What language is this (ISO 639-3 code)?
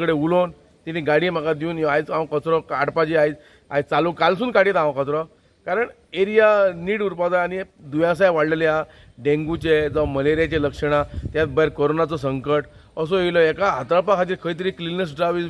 kok